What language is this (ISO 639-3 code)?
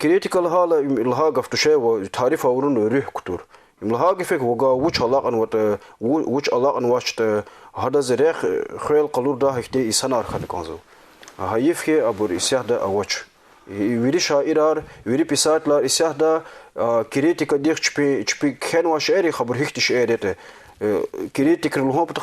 lez